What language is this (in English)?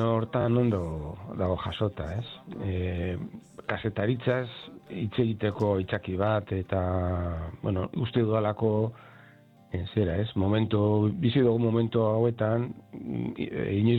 Basque